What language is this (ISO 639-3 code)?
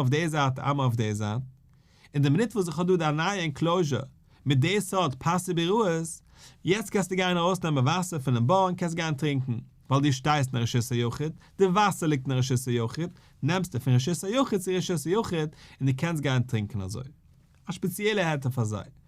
yid